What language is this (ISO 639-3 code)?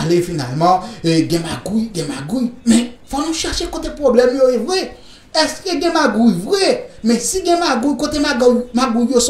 hat